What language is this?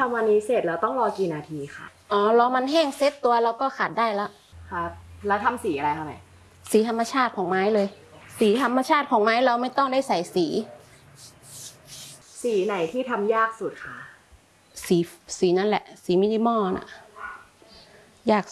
Thai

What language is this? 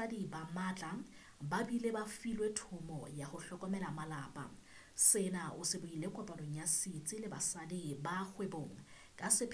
Southern Sotho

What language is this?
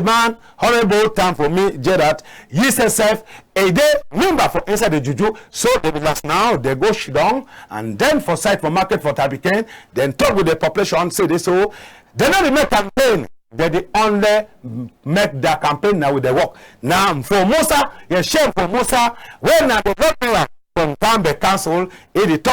Cameroon Pidgin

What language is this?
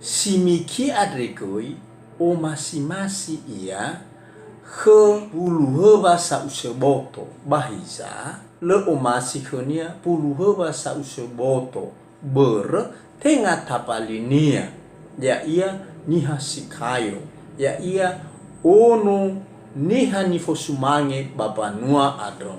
Nias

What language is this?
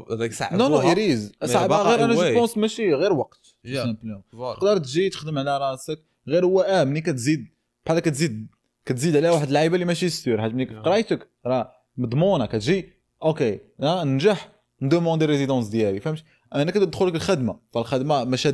Moroccan Arabic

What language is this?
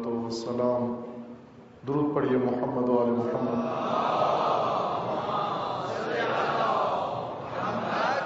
Urdu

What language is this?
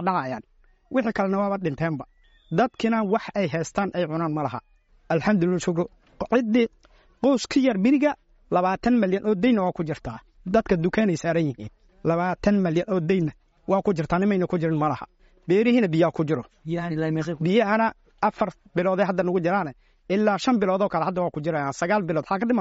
Somali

